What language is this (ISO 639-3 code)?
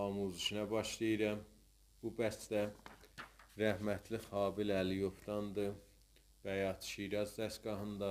azb